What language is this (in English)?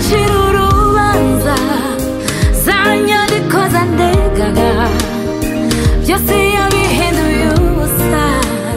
Kinyarwanda